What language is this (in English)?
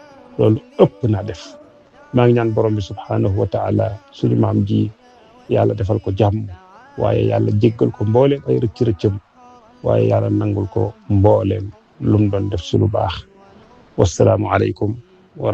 Wolof